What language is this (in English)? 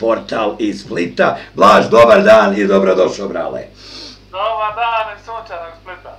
Croatian